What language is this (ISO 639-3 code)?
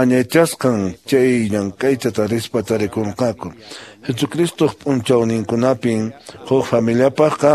que